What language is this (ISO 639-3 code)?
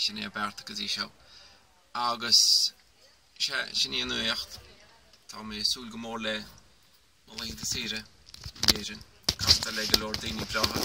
gle